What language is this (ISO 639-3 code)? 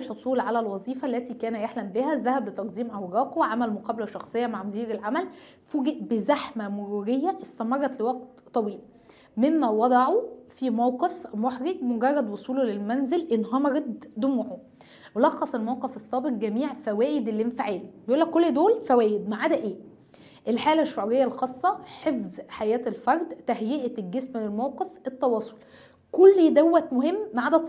arz